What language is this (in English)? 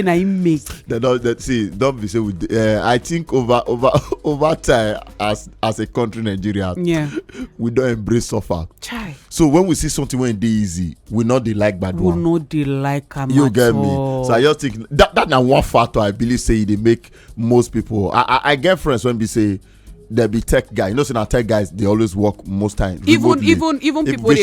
Nigerian Pidgin